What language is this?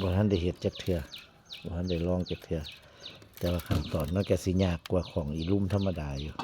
Northeastern Thai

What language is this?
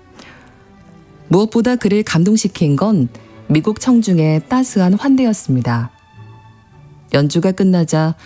Korean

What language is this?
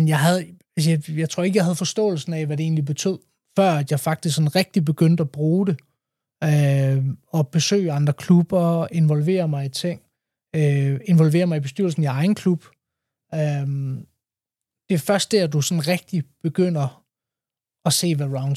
Danish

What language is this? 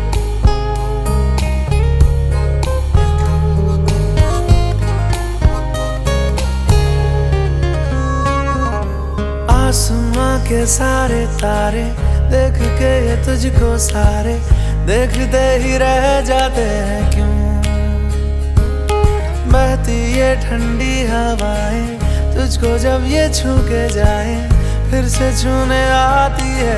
Hindi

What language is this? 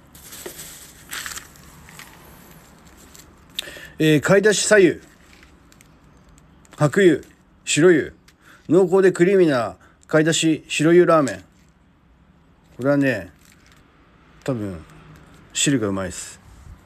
Japanese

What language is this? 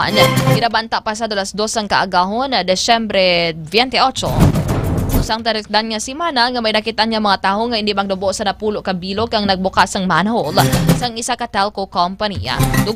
Hiligaynon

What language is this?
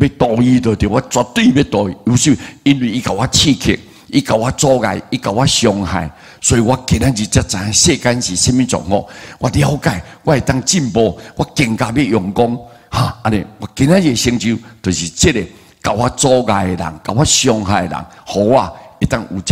Min Nan Chinese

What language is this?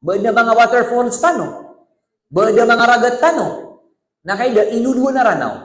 Maranao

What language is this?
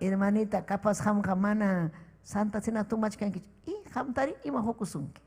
Ayacucho Quechua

